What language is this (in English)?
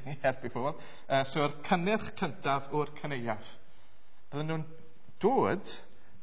Welsh